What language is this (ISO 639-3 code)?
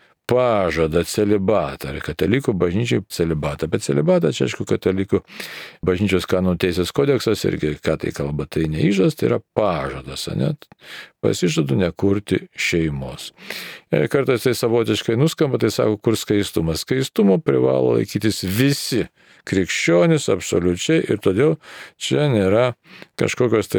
lit